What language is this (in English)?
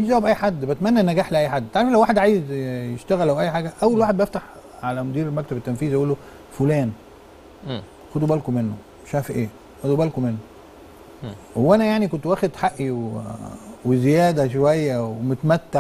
Egyptian Arabic